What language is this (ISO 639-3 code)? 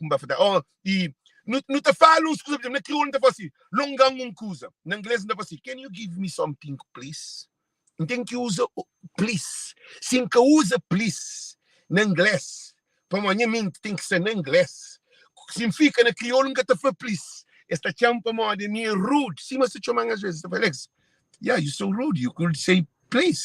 kea